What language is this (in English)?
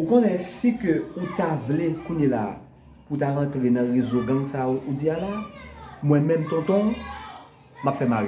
Haitian Creole